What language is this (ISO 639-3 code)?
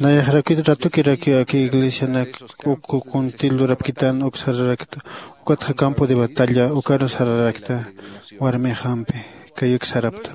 aym